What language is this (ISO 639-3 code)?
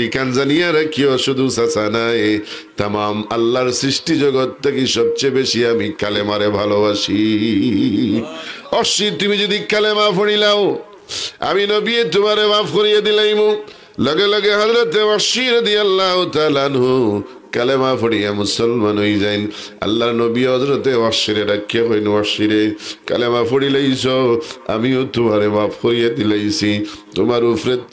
syl